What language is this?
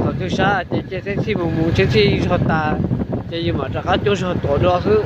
Hmong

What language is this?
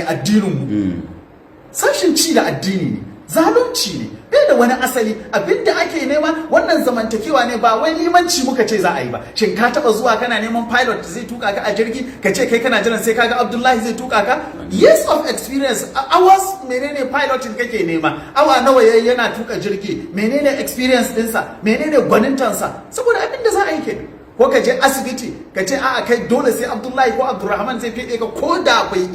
Hausa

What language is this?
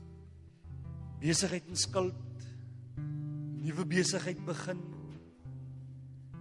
Afrikaans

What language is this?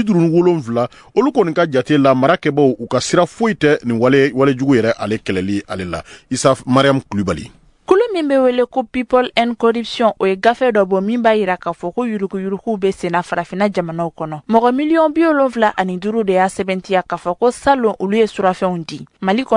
Bambara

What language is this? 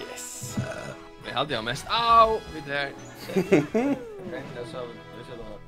Faroese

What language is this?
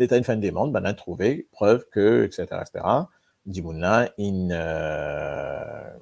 Morisyen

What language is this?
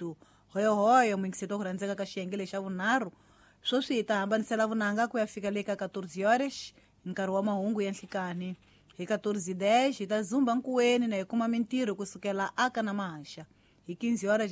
Tsonga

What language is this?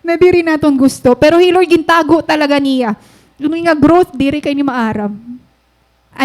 Waray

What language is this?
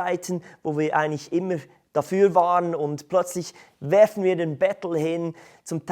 Swiss German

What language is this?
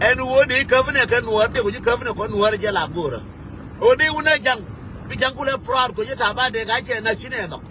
Nuer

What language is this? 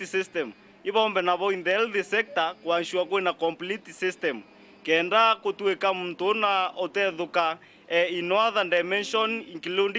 Meru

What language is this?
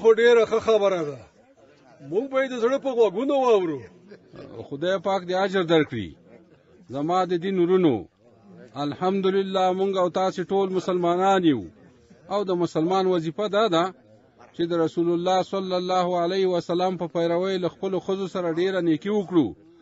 Pashto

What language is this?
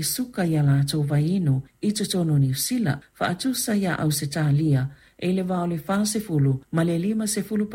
Samoan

